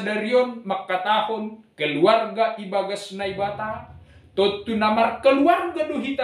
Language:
Batak Simalungun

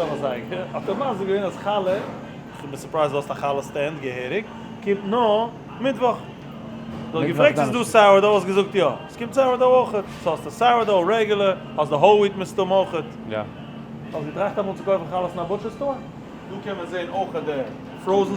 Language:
Yiddish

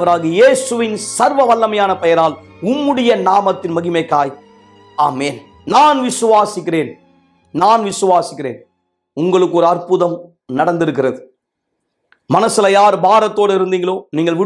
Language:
Tamil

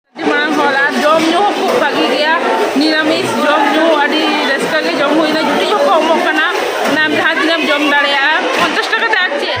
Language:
Santali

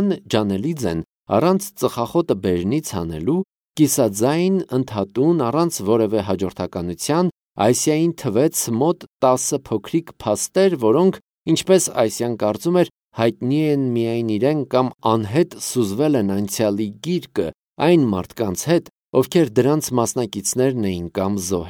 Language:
Armenian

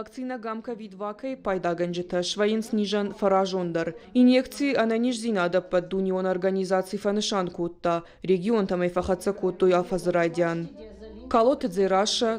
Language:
Ossetic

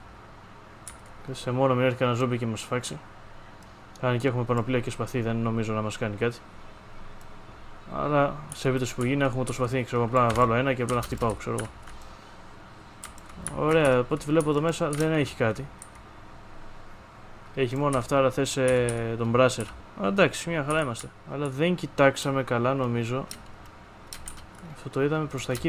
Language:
Greek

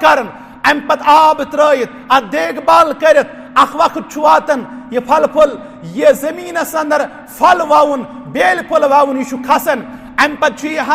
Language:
Kashmiri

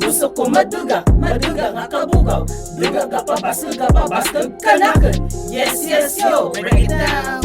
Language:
Kinaray-a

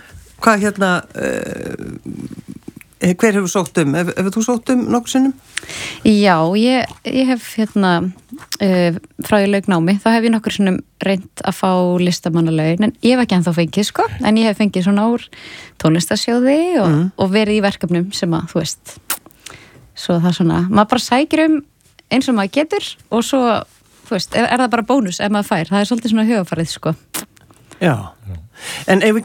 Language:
Icelandic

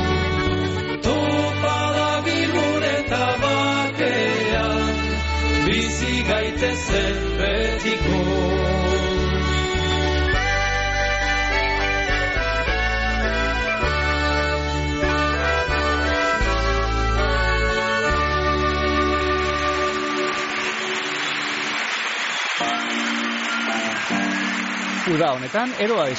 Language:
Basque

